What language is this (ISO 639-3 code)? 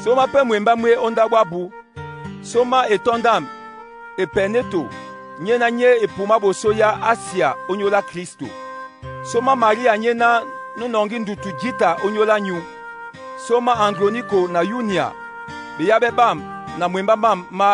dua